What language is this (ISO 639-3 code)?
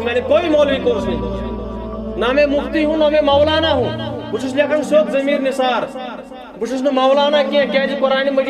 kas